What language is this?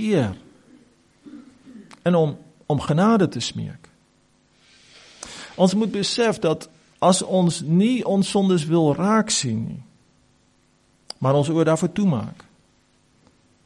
Afrikaans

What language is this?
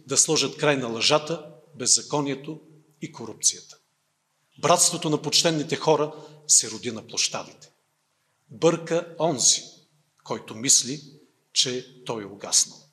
Bulgarian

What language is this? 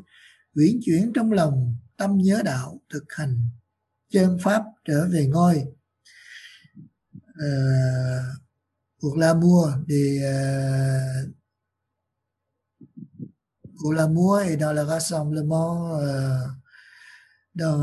Vietnamese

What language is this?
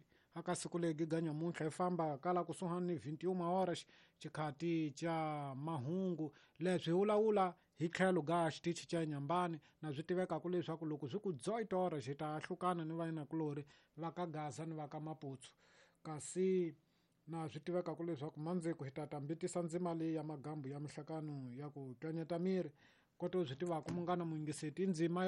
Tsonga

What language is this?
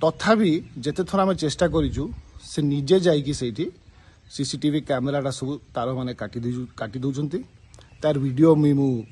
Odia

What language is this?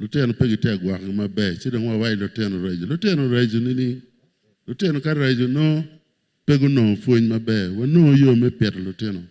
Acoli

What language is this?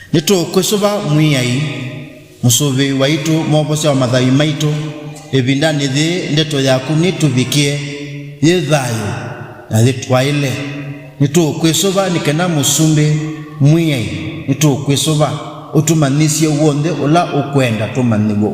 Kamba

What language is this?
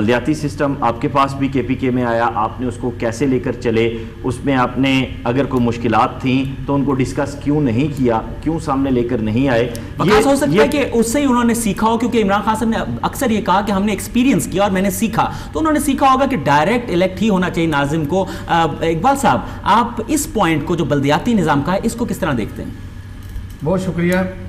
Urdu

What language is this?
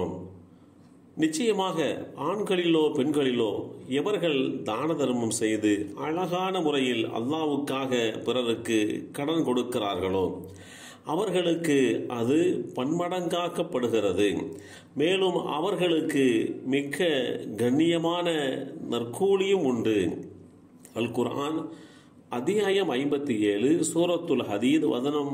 Tamil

